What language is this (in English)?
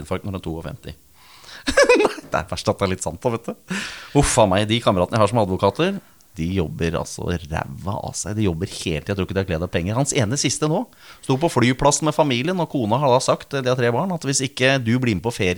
Norwegian